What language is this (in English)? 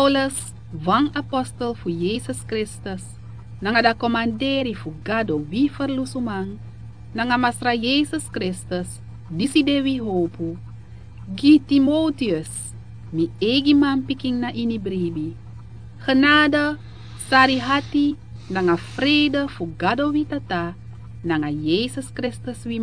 Sranan Tongo